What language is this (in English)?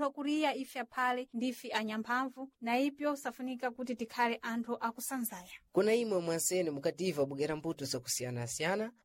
Sena